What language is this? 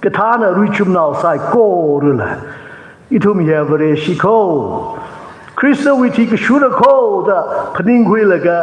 Tangkhul Naga (India)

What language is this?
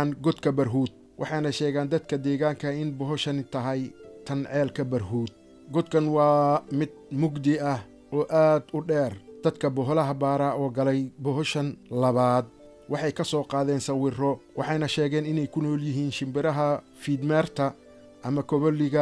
Somali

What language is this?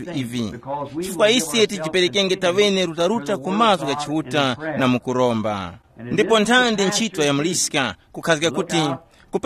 Tumbuka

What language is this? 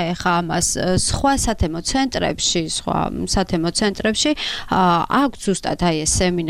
Georgian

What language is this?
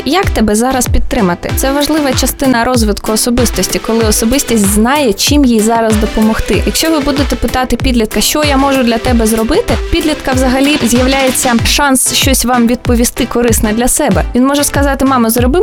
Ukrainian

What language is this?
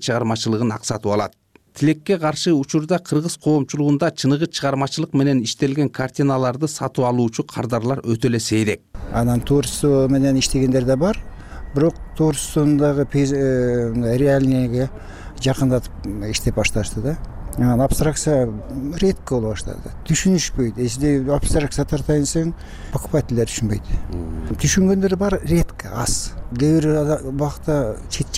Kyrgyz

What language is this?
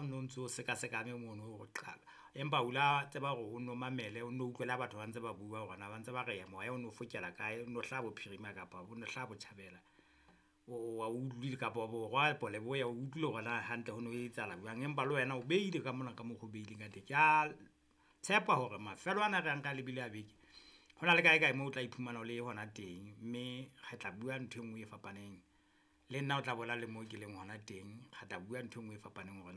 Southern Sotho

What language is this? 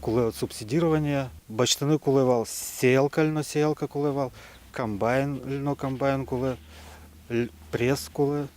Udmurt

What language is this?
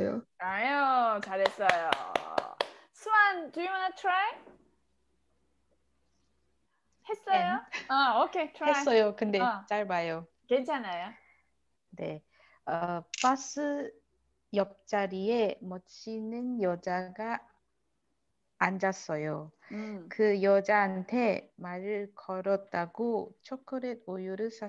Korean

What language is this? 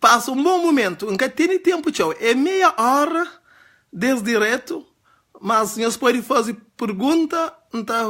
Kabuverdianu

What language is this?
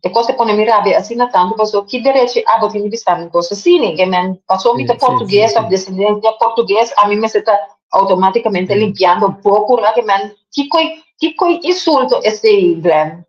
Papiamento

